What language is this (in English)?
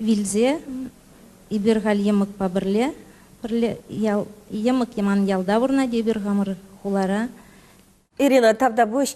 Chuvash